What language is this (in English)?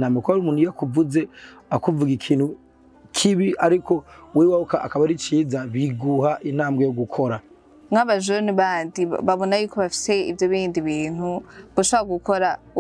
Rundi